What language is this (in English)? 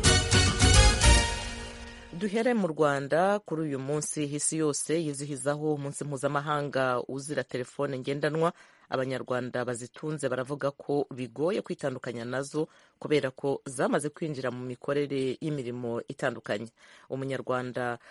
Kinyarwanda